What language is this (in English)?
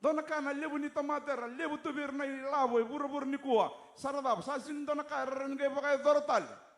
Fijian